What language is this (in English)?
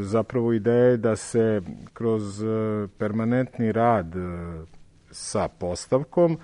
Serbian